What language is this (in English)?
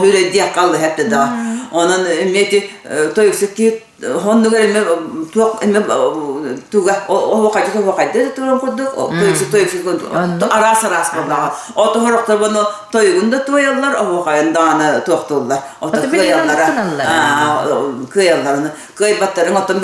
Yakut